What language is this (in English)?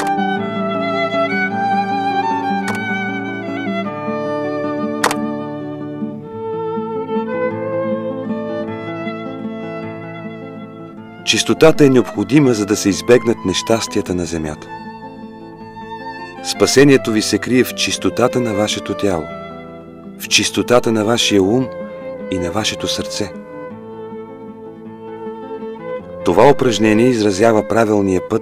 Bulgarian